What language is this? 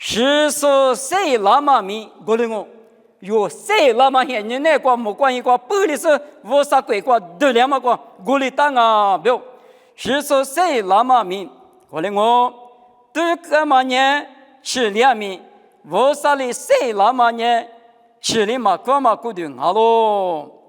Lisu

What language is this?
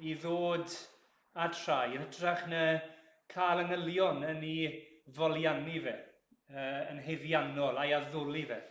Welsh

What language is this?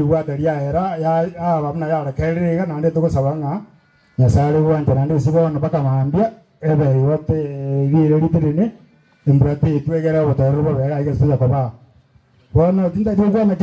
Gusii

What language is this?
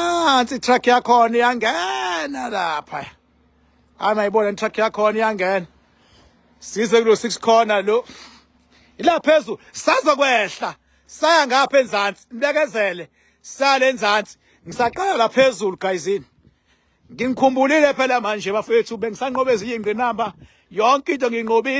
Zulu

